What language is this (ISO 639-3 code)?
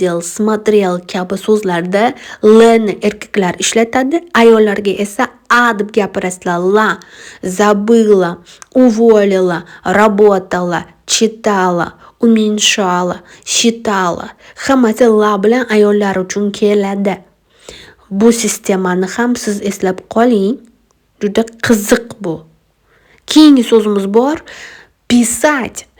uzb